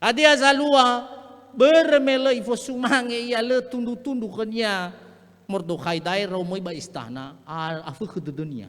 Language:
Nias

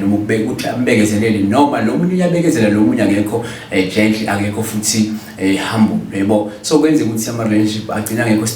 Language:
Zulu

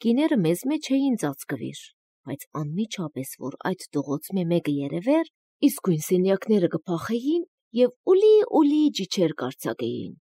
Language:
Armenian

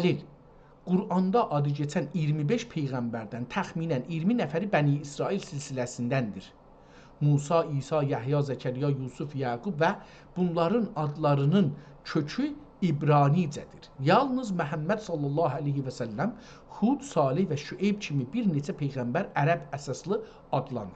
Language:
South Azerbaijani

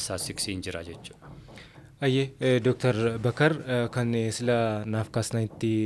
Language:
Oromo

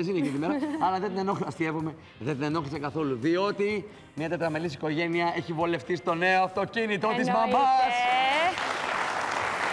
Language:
Greek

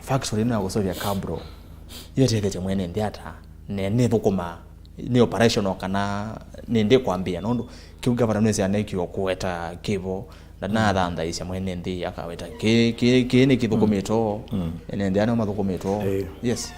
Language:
Kamba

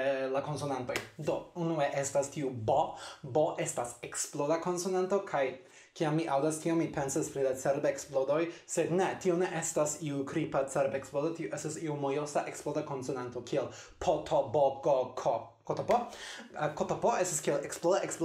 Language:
Esperanto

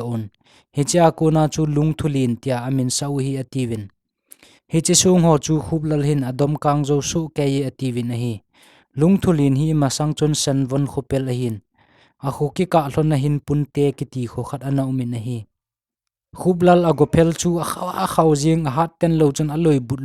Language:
Thado Chin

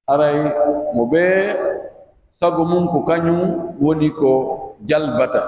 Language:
Pular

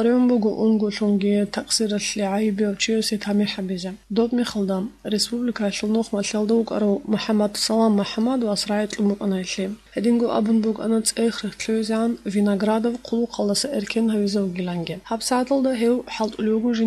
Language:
Avaric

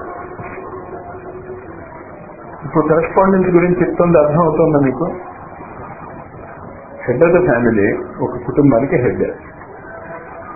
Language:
Telugu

